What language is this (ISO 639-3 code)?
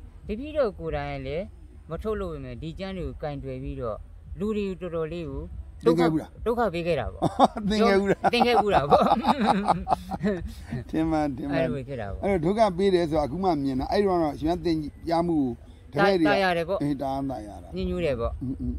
mya